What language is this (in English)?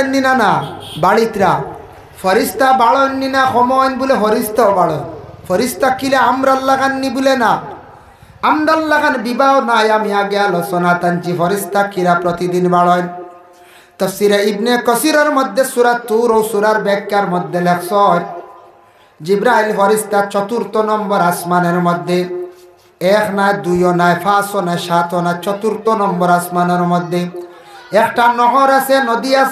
Sylheti